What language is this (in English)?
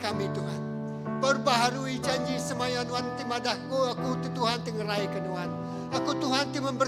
Iban